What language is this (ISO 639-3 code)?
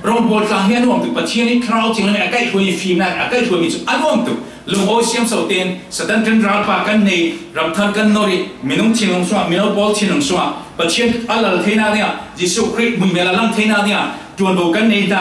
cfm